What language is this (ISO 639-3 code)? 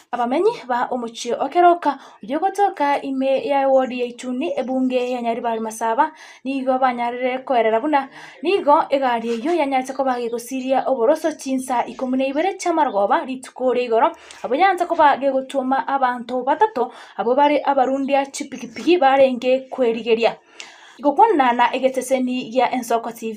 guz